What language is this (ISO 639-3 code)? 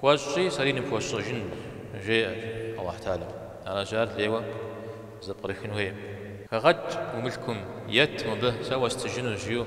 kbd